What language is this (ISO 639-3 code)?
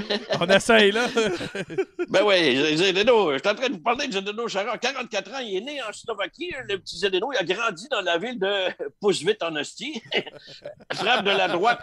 fra